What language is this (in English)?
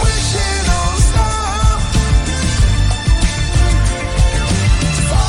Portuguese